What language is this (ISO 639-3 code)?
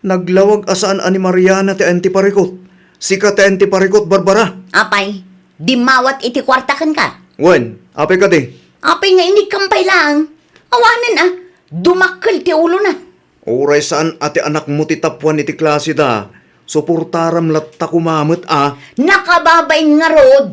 ilo